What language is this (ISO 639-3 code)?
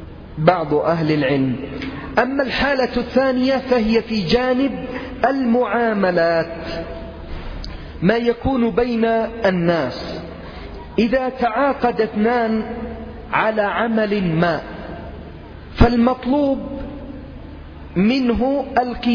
ara